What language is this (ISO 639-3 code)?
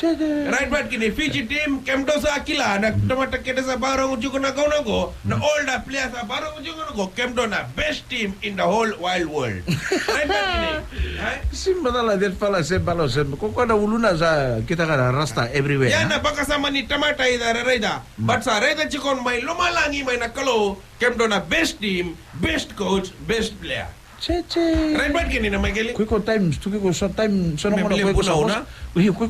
fij